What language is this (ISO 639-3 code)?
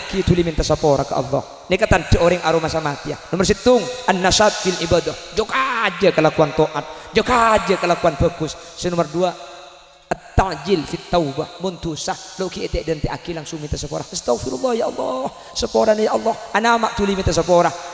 mad